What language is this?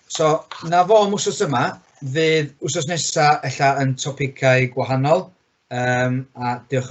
Welsh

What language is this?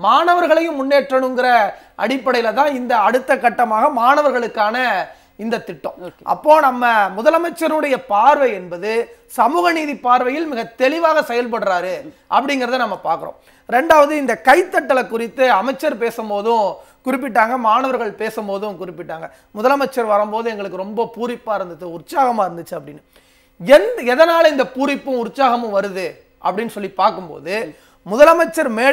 Tamil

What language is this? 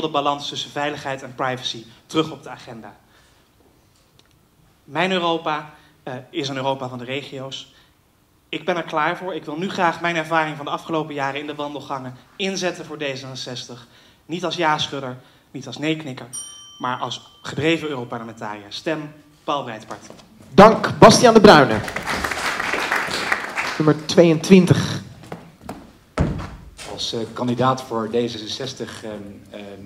Dutch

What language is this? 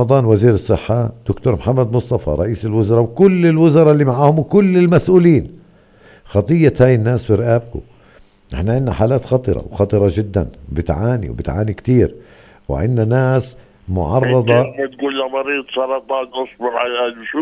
North Levantine Arabic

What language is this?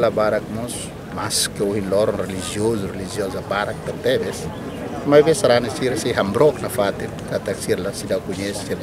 Tetum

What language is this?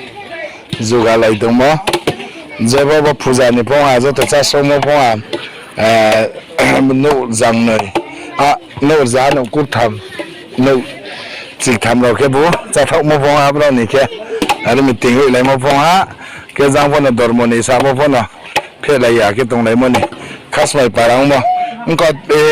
Riang (India)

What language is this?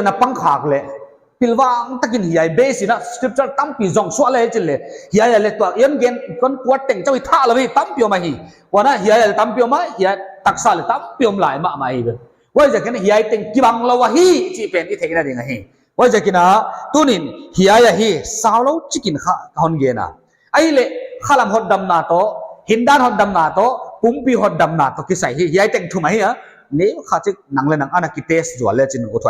Paite Chin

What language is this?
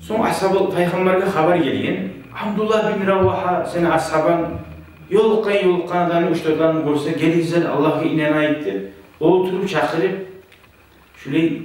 Kumyk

